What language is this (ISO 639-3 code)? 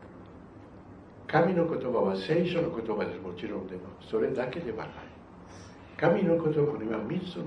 jpn